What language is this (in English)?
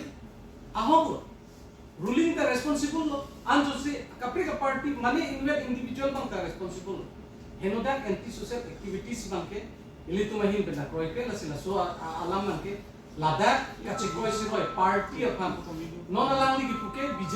Karbi